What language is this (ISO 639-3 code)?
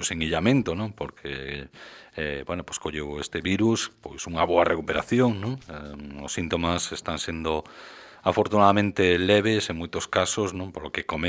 glg